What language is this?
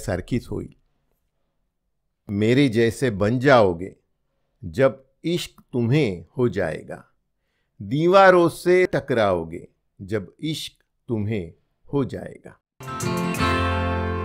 Marathi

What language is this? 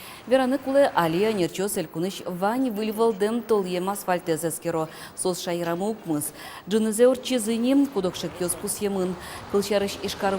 Udmurt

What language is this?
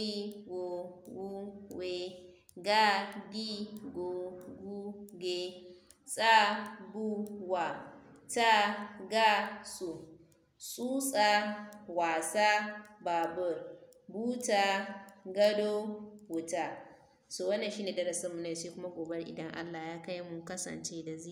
Hausa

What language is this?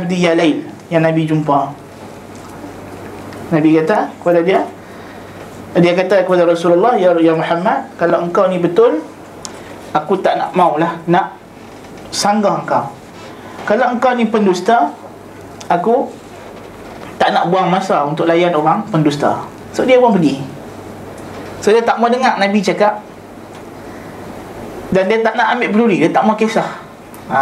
Malay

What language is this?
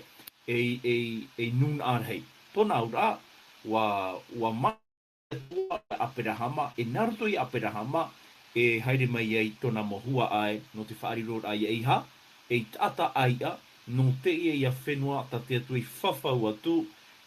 Tahitian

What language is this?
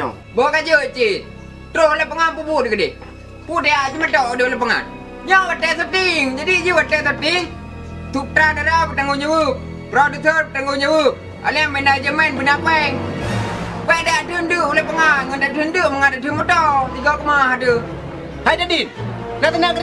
Achinese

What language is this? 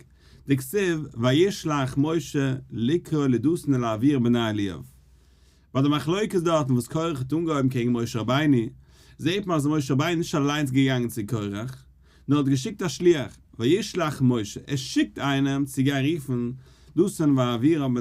Yiddish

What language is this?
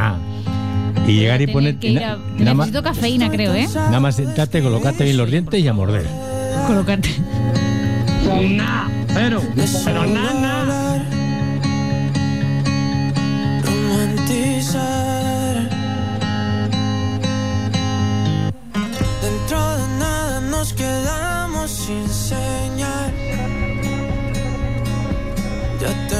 Spanish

